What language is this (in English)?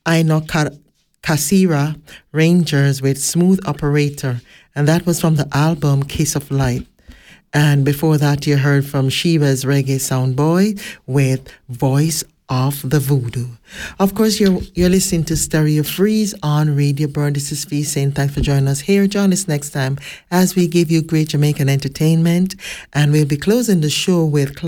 English